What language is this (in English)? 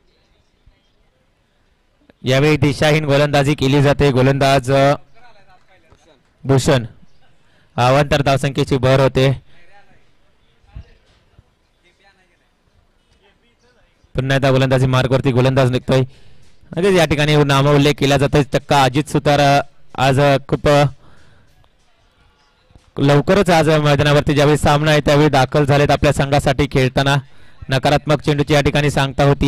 Marathi